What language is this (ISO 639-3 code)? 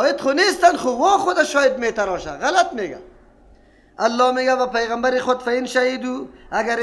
fas